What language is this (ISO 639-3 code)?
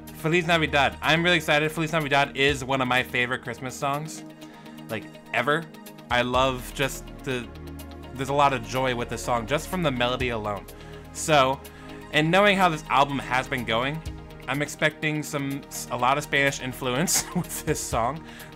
eng